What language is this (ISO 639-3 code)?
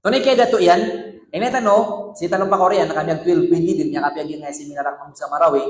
mrw